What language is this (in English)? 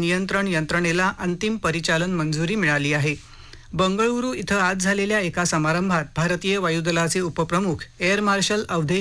Marathi